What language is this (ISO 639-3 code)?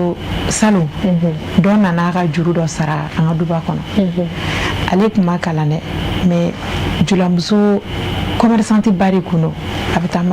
bam